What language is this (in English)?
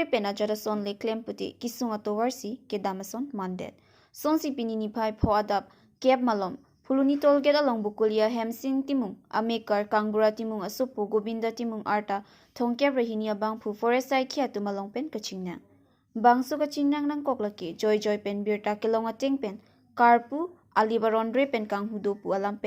Karbi